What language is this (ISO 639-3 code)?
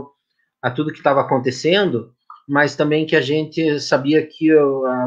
por